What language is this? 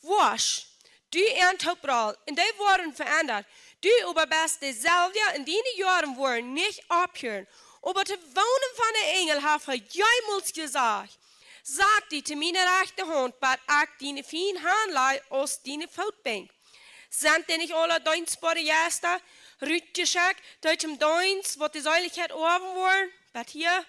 Plautdietsch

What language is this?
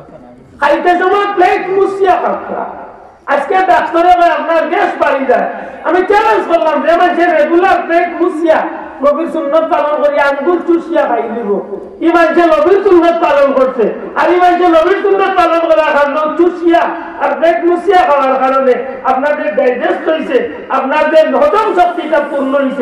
Sylheti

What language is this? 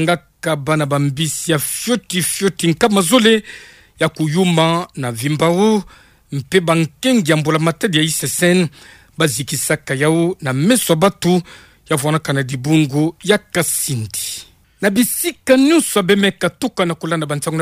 Kituba (Democratic Republic of Congo)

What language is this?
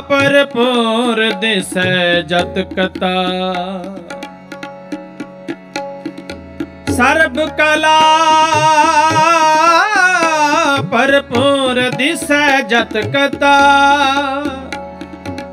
Punjabi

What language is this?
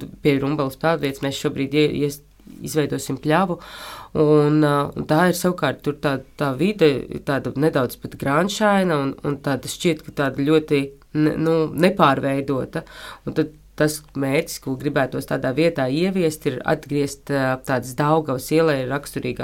Latvian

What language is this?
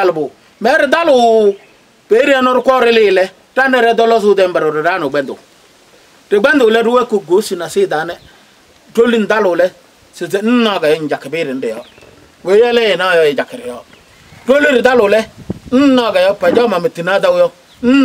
Kabiyè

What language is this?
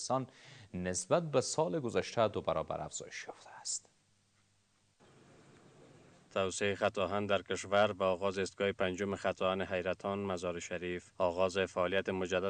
Persian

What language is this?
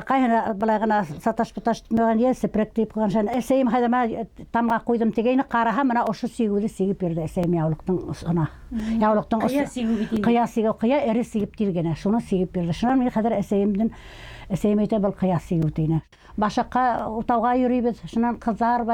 Bashkir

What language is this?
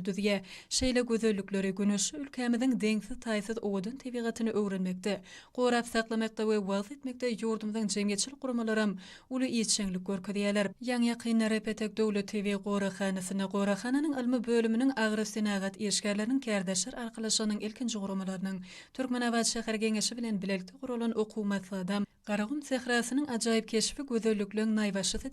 Turkmen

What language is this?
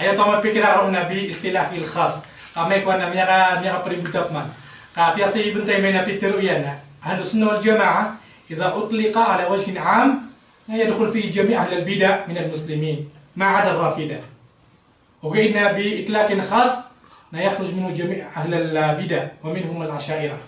Maranao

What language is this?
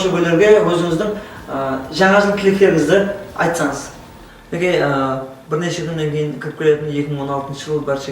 Kara-Kalpak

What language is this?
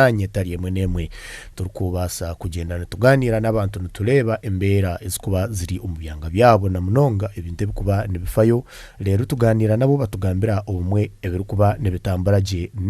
Nyankole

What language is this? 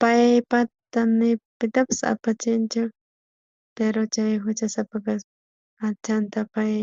South Bolivian Quechua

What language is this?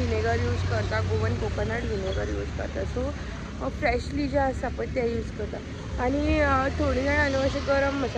Konkani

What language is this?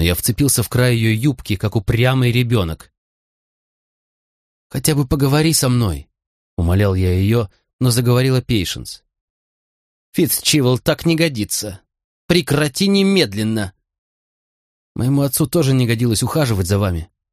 Russian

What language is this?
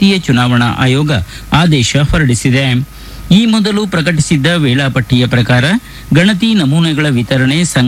Kannada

